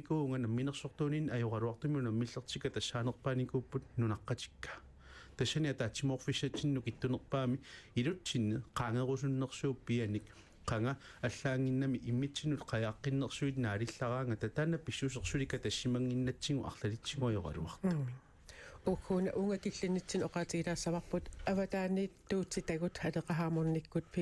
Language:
Kalaallisut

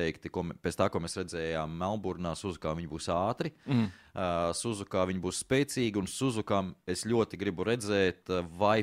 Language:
Latvian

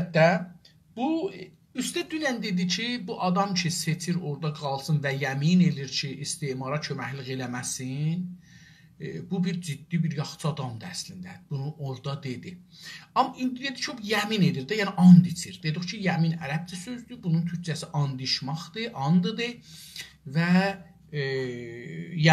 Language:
South Azerbaijani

